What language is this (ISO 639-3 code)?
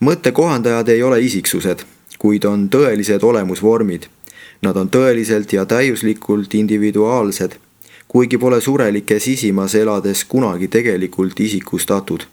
est